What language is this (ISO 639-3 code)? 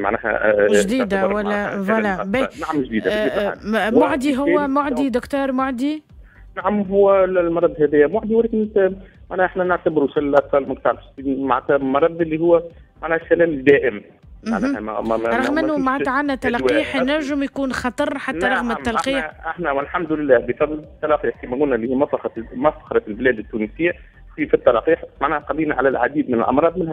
aeb